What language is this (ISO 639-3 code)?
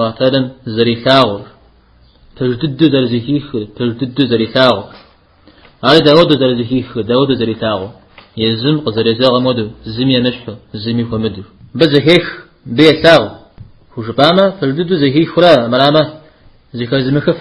kbd